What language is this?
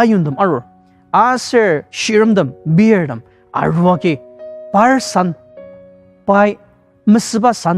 Ao Naga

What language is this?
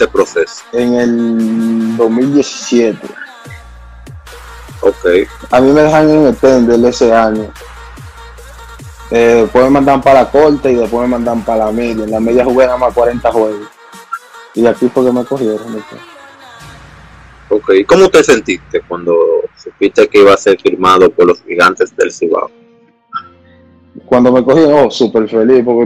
Spanish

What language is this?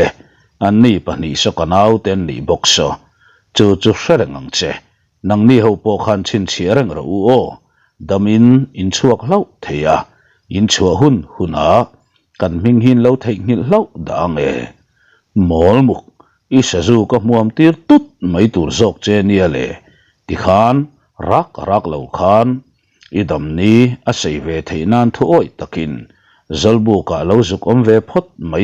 Mizo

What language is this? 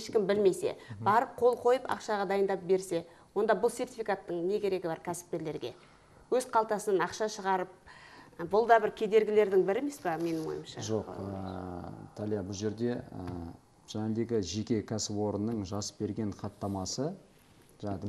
Kazakh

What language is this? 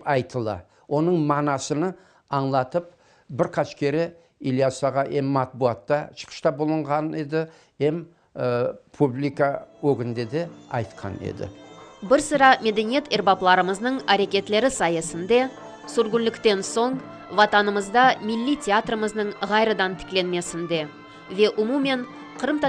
Crimean Tatar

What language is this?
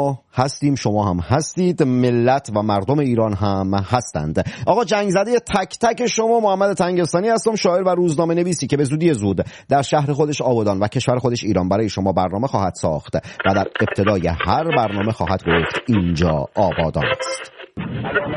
Persian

